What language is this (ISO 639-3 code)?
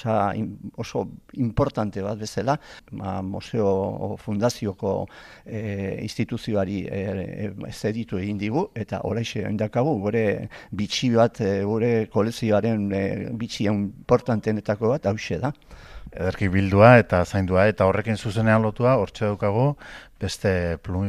eus